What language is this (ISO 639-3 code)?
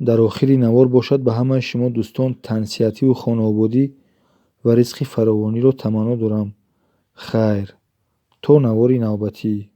tgk